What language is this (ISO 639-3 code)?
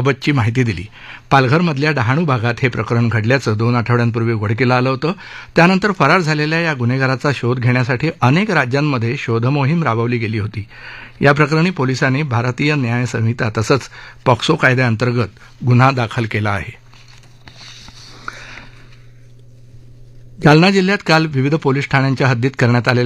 mar